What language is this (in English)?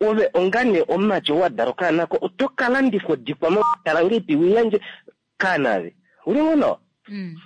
Kuanyama